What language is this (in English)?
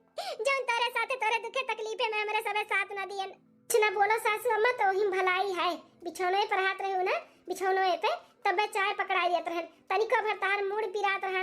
Awadhi